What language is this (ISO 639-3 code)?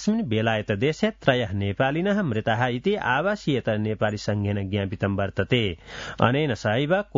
san